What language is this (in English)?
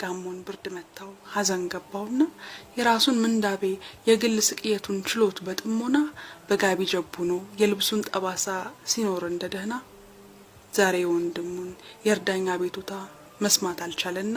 Amharic